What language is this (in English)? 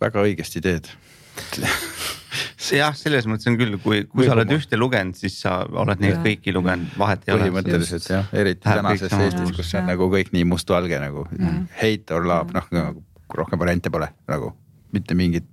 Estonian